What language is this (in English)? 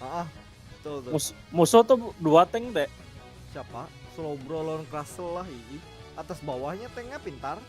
Banjar